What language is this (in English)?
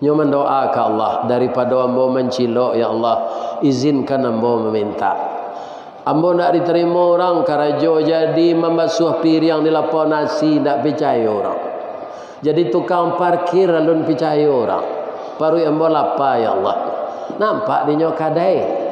Minangkabau